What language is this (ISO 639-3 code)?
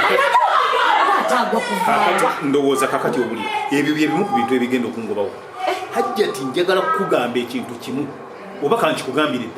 lug